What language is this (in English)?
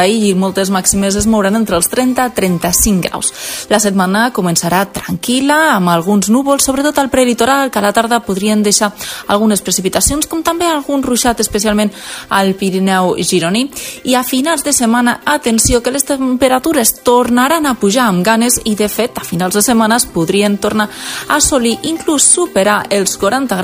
Catalan